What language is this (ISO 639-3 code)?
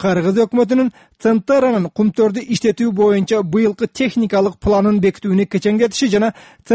kir